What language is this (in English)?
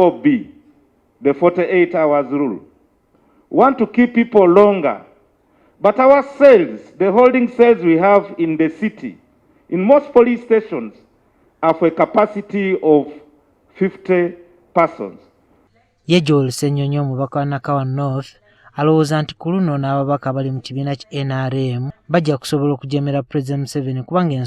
Ganda